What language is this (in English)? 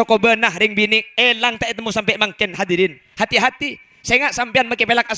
Madurese